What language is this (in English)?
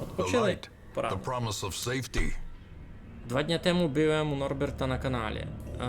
Rusyn